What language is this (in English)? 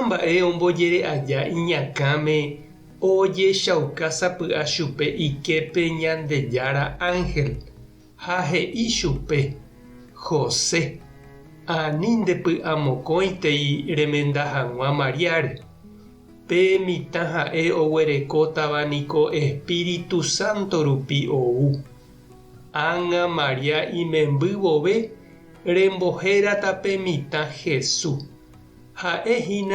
Guarani